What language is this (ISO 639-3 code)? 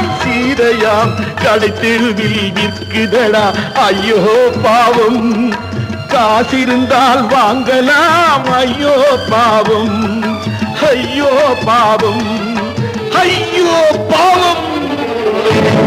tam